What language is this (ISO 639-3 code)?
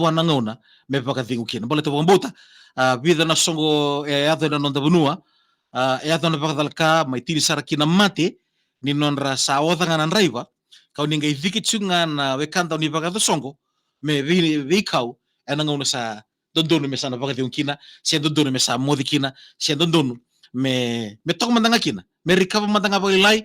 fij